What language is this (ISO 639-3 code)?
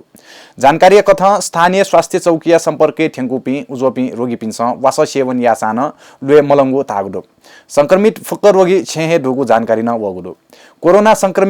new